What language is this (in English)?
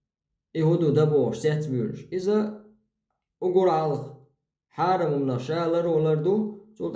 Chechen